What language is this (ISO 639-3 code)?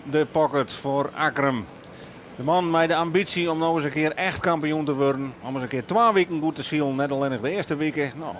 fry